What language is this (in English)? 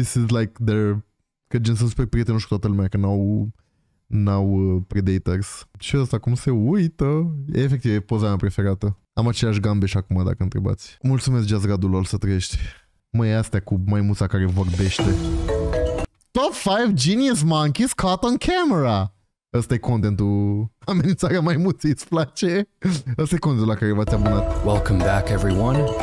Romanian